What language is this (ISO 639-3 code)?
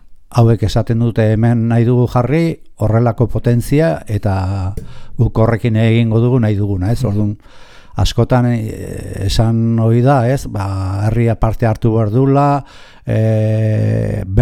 eus